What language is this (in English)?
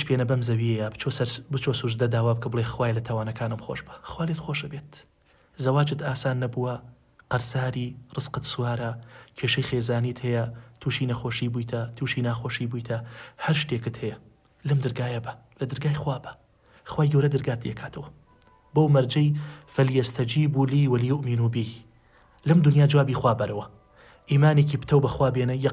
Central Kurdish